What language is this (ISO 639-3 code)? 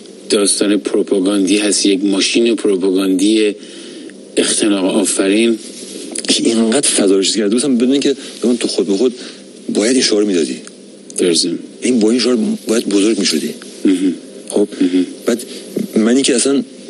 fas